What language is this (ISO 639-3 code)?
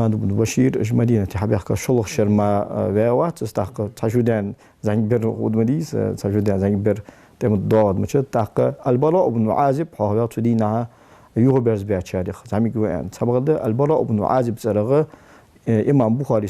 inh